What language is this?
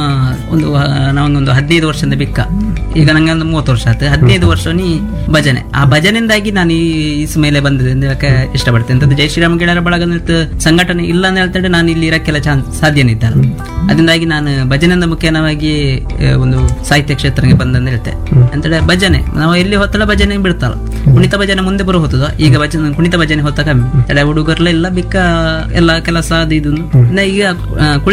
Kannada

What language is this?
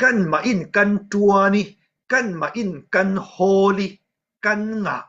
Falam Chin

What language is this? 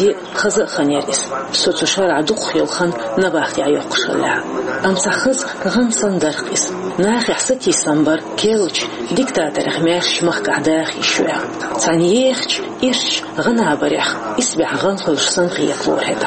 Chechen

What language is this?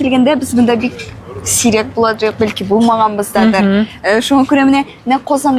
Tatar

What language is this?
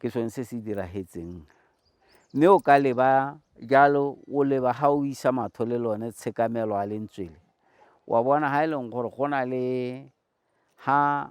Tswana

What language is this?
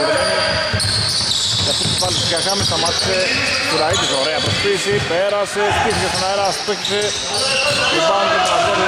Greek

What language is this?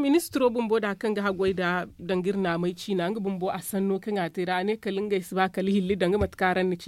Zarma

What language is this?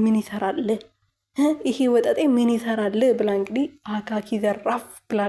Amharic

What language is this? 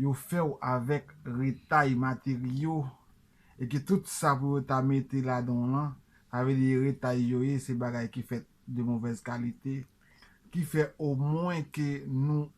Haitian Creole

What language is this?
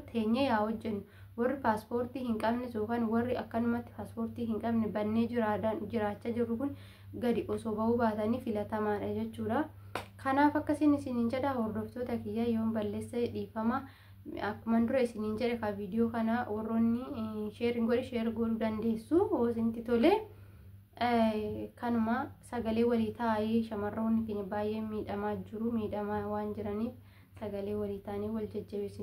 Oromo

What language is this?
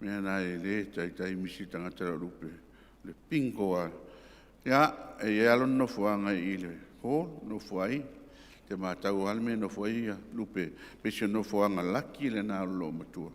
Samoan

